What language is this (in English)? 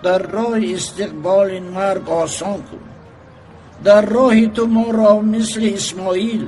Tajik